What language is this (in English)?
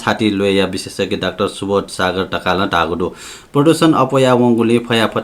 Newari